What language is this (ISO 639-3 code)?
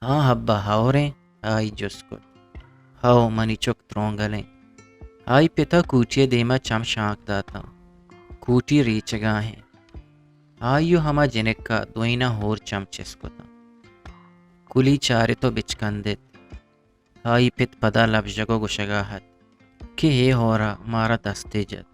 bgp